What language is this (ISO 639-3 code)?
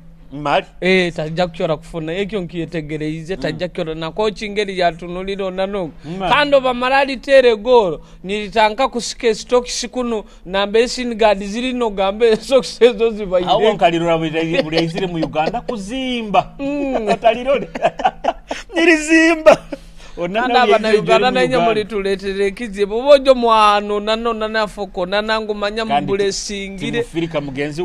nyo